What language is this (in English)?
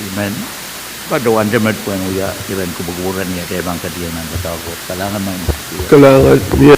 Pohnpeian